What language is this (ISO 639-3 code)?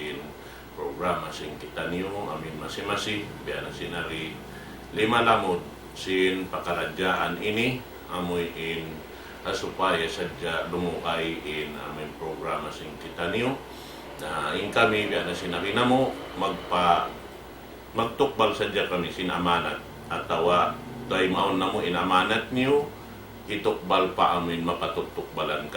tsg